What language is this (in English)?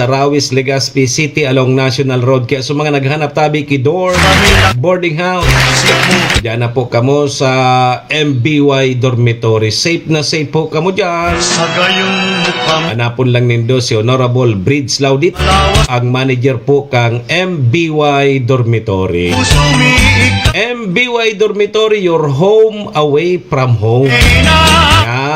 Bikol